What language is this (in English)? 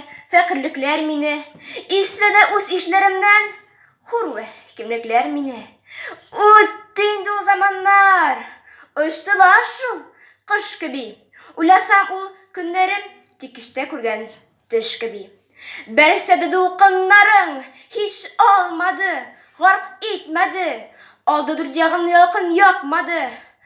Tatar